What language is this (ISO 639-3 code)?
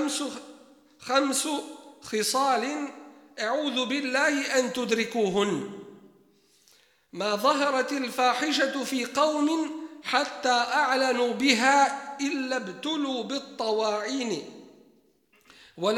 bos